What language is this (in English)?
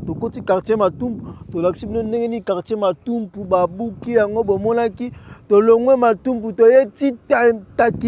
Lingala